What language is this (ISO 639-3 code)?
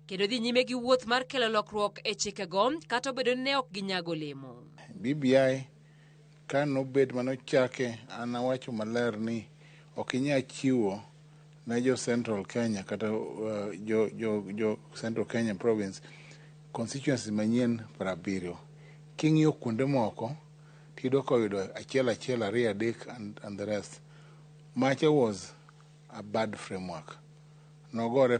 luo